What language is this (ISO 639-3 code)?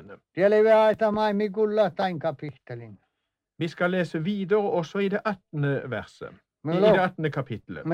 nor